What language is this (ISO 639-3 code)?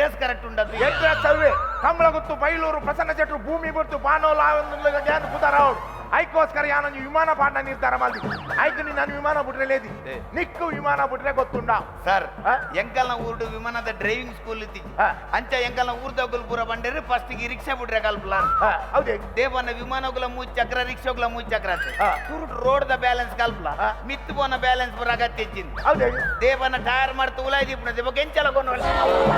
tcy